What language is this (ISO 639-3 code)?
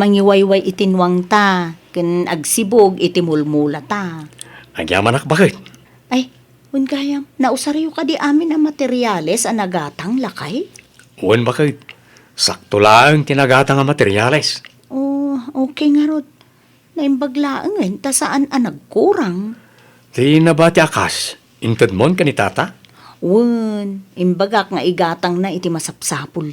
ilo